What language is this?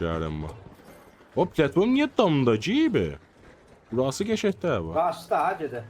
South Azerbaijani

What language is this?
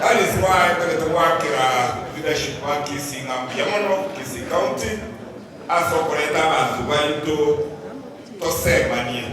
Gusii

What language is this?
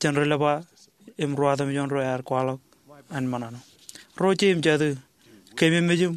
Marshallese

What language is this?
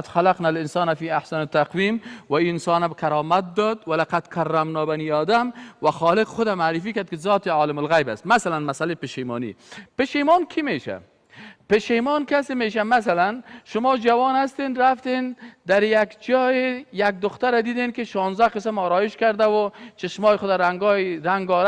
Persian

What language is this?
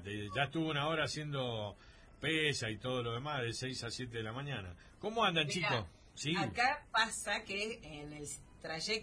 Spanish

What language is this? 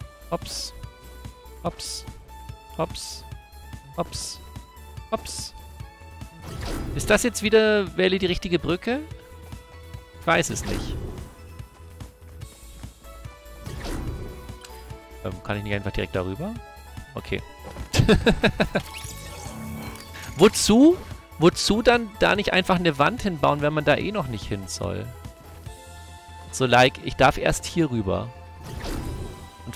German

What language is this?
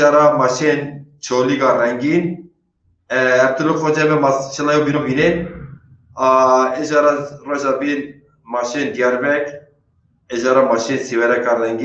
Zaza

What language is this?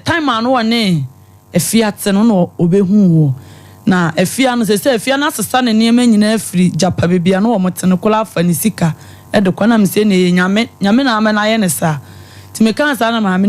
Akan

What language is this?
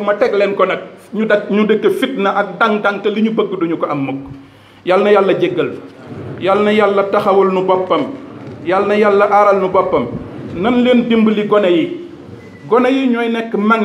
Wolof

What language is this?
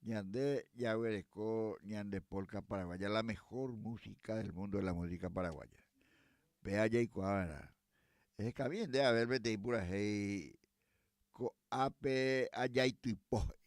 Guarani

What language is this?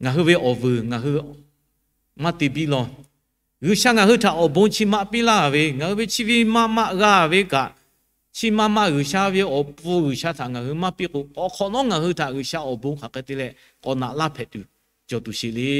Lahu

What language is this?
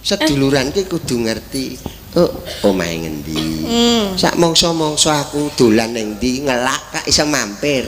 Javanese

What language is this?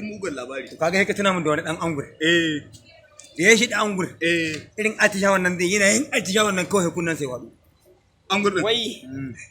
Hausa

